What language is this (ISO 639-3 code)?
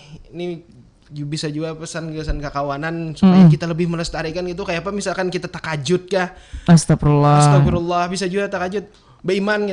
bjn